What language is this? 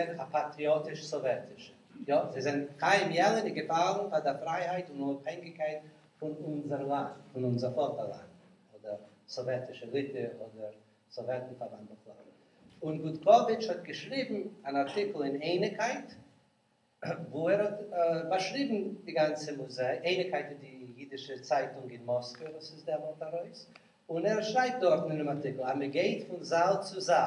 Yiddish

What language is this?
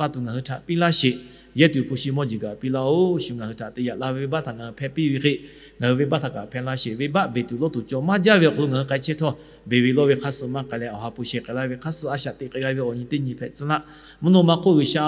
Lahu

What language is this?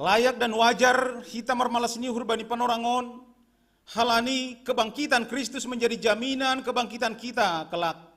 Batak Simalungun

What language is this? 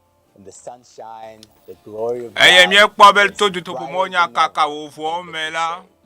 Ewe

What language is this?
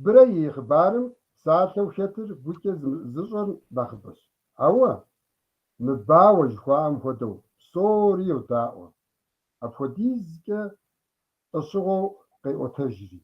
Kabardian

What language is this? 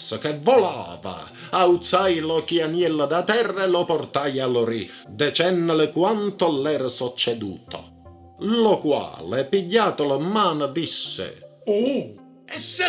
Neapolitan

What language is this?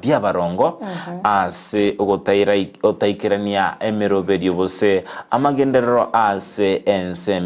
Gusii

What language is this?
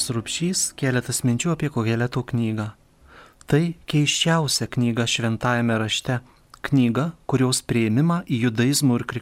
Lithuanian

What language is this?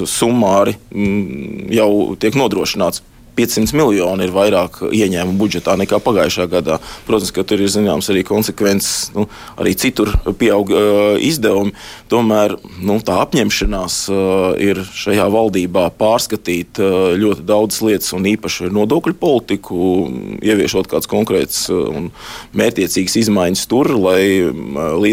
Latvian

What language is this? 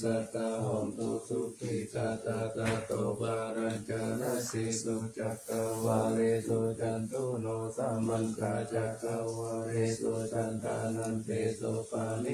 Pali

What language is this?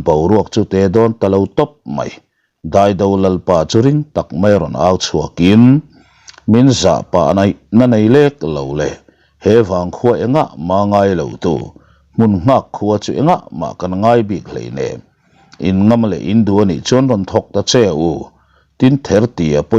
Mizo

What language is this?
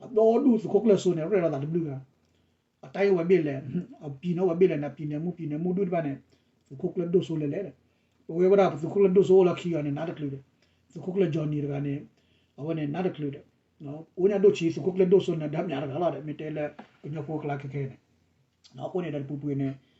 S'gaw Karen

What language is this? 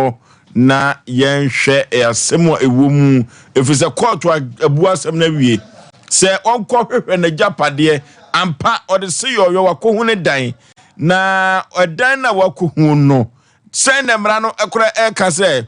Akan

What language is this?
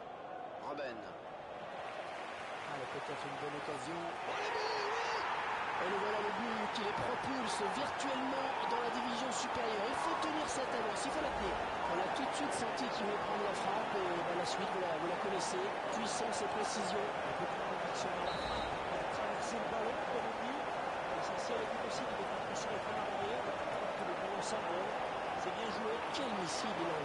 French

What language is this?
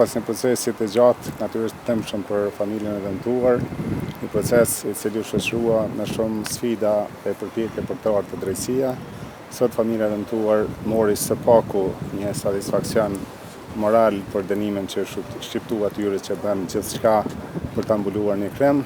Albanian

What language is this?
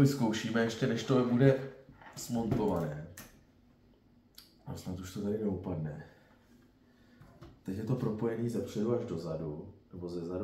Czech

